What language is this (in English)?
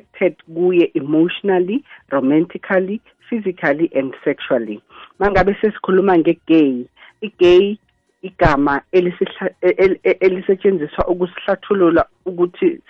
South Ndebele